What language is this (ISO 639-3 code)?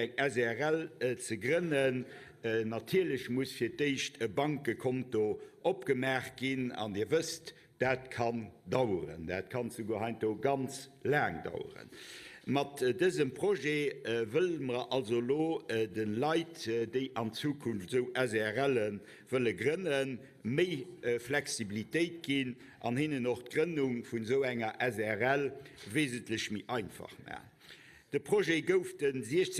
ltz